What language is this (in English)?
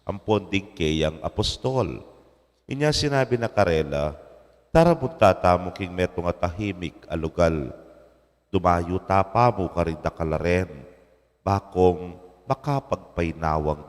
Pampanga